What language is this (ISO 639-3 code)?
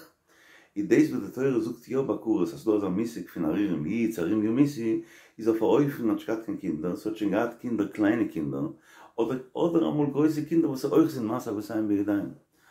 yid